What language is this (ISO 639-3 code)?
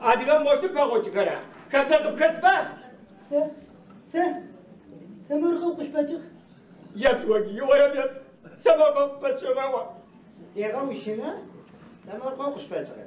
ady